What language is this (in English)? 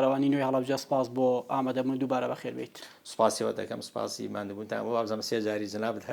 Central Kurdish